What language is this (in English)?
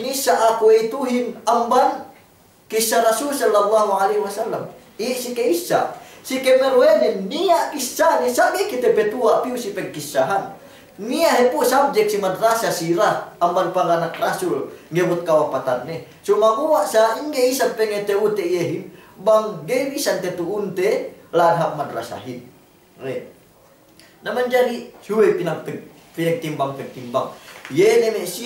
Yakan